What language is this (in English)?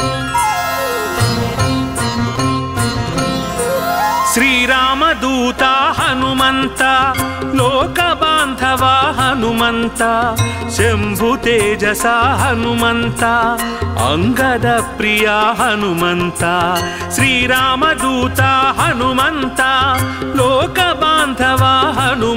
Telugu